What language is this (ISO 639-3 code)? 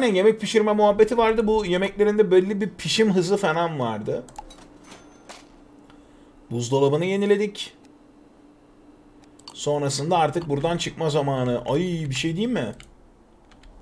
tur